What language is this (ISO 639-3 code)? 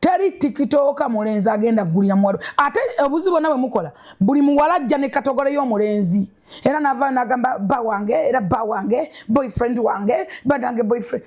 lug